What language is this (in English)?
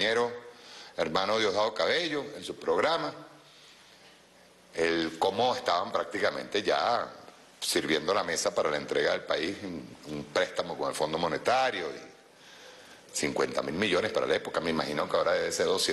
Spanish